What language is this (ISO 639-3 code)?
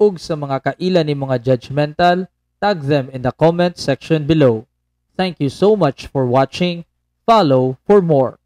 ceb